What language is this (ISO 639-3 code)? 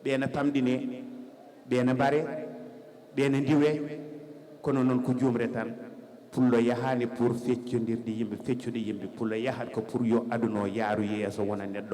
ful